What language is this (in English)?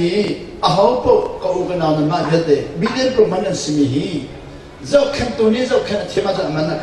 Hakha Chin